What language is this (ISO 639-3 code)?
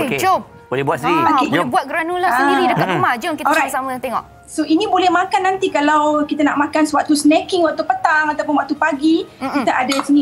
msa